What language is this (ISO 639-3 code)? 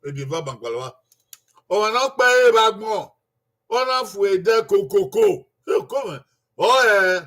bin